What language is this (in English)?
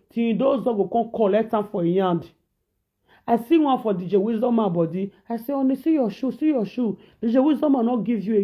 Nigerian Pidgin